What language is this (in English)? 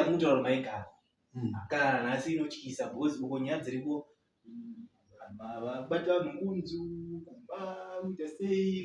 Shona